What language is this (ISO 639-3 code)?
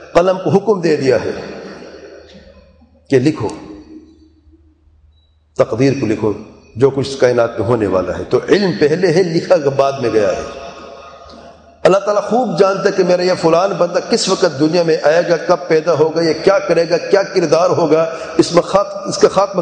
urd